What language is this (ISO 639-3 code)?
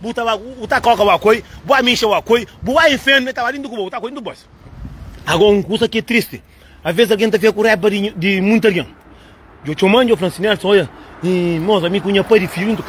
kea